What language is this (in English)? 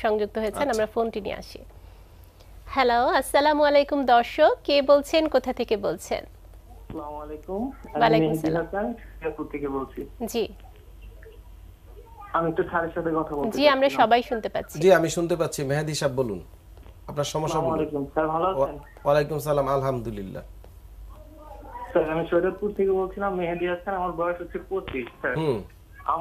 Bangla